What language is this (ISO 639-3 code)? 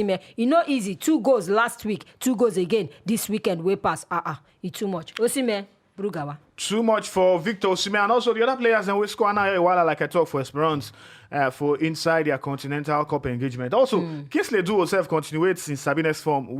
pcm